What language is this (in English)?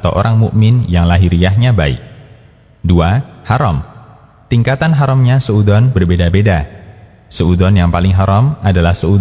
Indonesian